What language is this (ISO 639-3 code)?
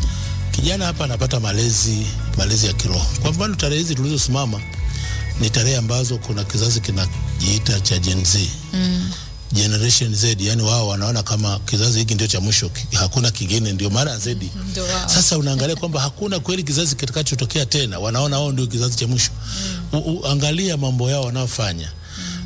swa